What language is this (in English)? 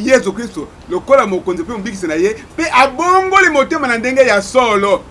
Lingala